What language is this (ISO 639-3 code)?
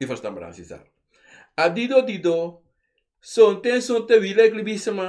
srn